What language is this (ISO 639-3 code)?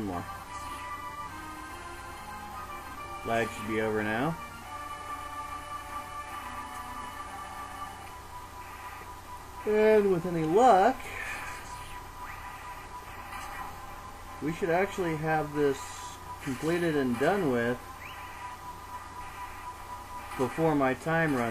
eng